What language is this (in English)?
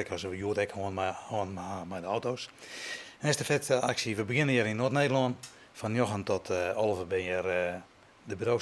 Western Frisian